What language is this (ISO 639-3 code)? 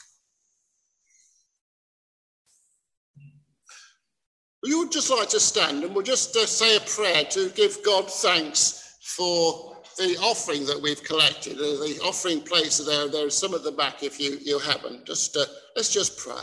eng